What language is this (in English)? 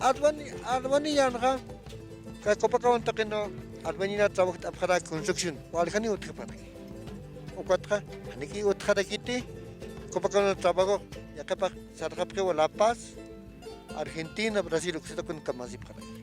Aymara